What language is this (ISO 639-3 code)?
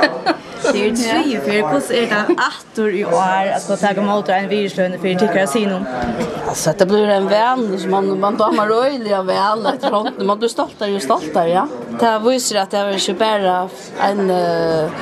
fao